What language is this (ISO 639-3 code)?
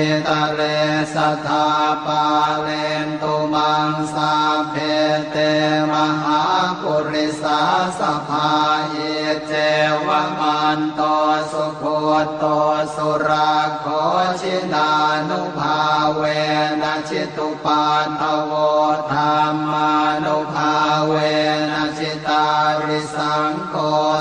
pli